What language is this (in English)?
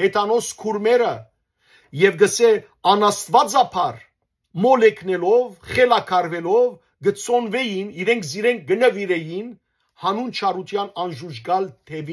Western Armenian